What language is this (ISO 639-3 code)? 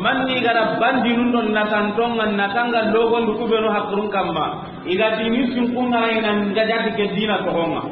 snk